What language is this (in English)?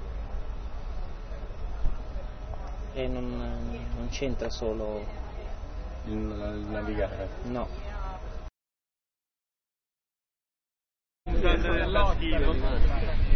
Italian